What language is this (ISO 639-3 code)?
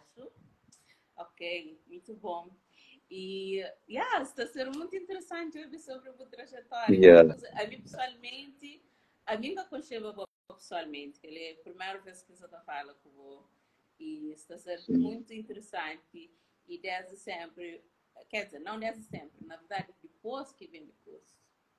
kea